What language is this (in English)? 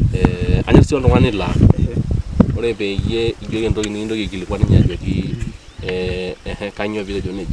Masai